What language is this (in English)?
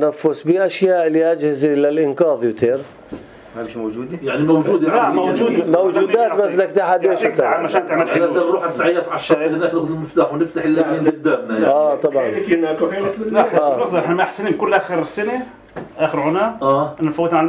North Levantine Arabic